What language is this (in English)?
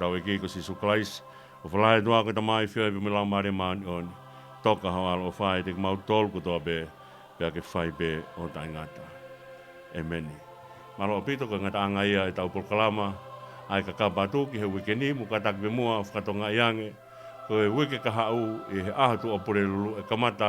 Tongan